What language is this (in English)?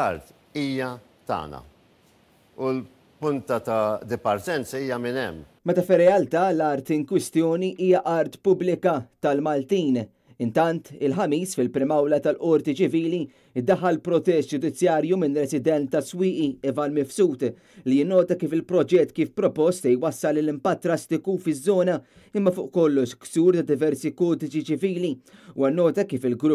Maltese